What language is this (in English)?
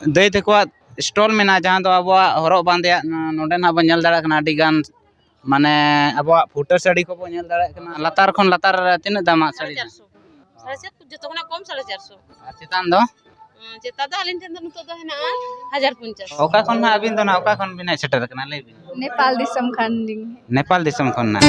Santali